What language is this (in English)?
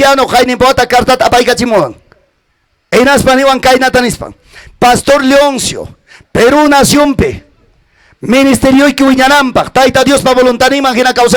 Ayacucho Quechua